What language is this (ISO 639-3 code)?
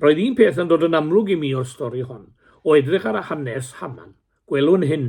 cym